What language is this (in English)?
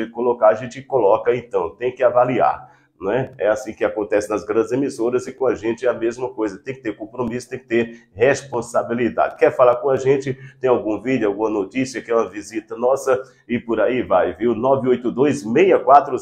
Portuguese